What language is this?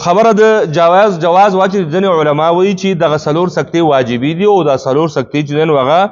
Pashto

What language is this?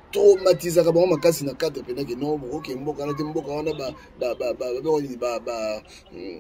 Lingala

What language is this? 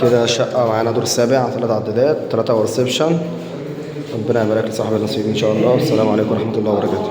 Egyptian Arabic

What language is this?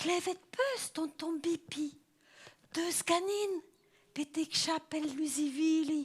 Breton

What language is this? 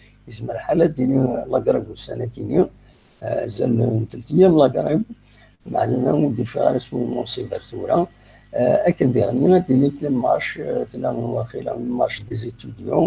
Kabyle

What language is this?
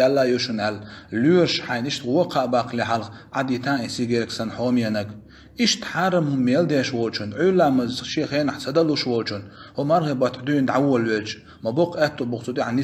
Chechen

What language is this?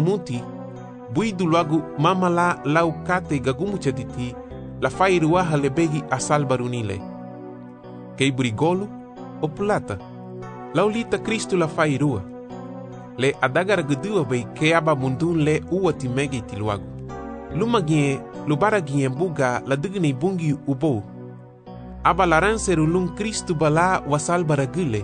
Garifuna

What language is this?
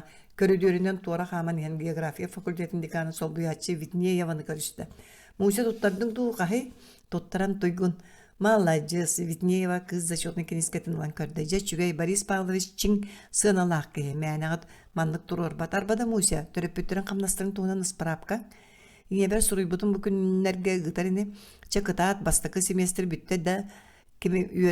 Yakut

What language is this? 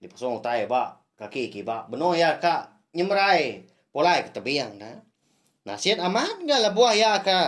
Iban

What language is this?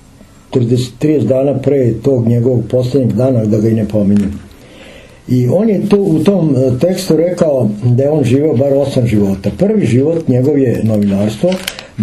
Serbian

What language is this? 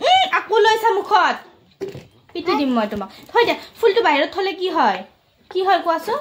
Assamese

